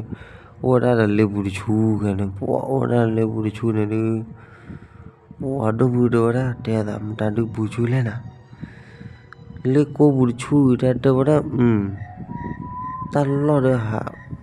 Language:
S'gaw Karen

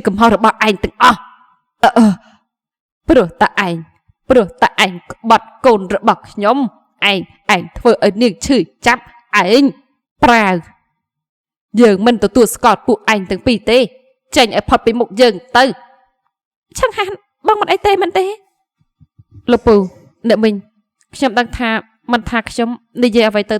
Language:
Khmer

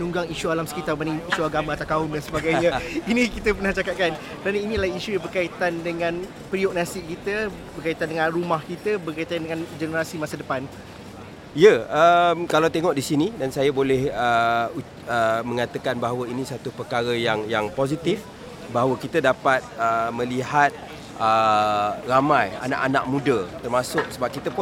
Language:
Malay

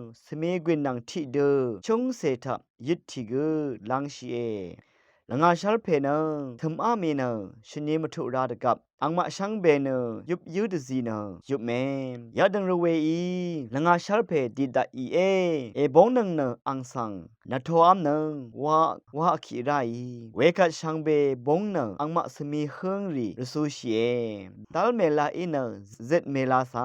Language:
Rawang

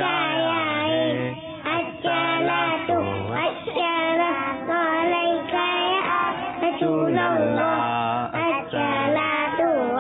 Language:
Urdu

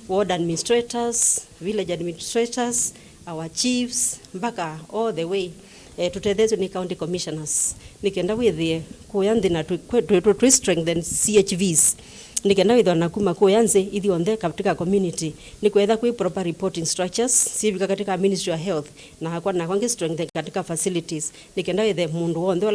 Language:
Kamba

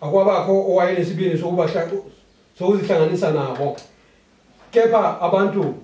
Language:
Zulu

